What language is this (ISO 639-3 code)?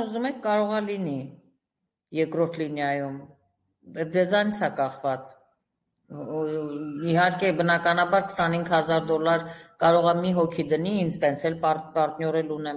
hye